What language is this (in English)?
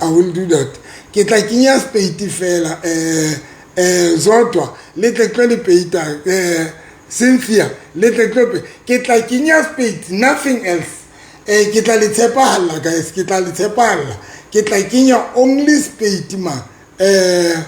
Southern Sotho